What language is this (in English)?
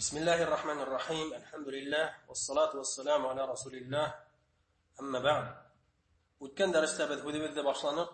Bashkir